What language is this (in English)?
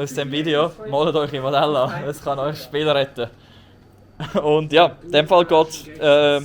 Swiss German